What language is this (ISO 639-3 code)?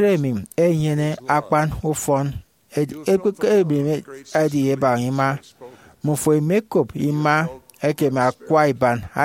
efi